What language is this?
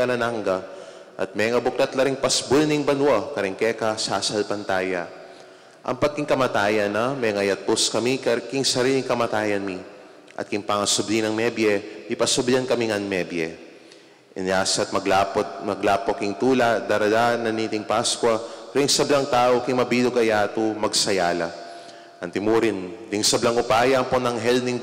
Pampanga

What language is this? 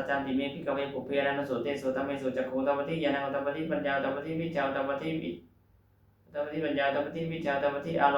Pali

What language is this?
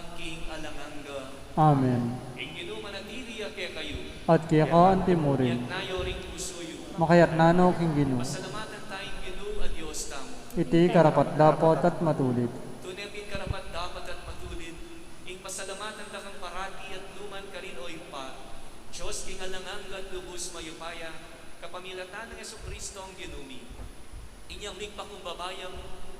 Pampanga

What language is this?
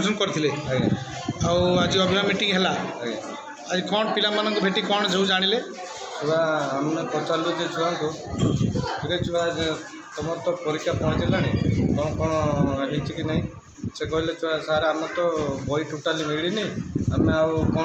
Odia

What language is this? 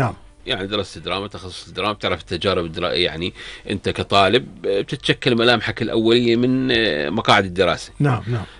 North Levantine Arabic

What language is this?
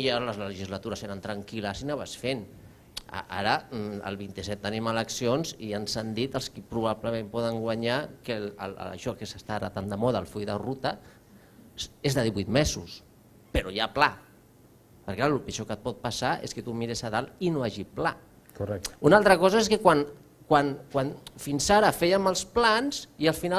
Catalan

